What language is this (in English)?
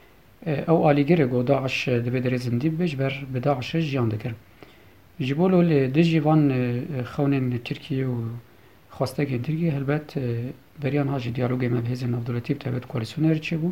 Kurdish